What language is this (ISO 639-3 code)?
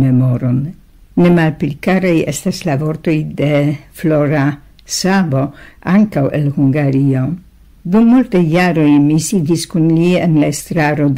epo